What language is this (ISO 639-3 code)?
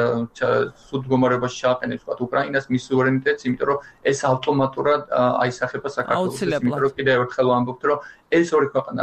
kat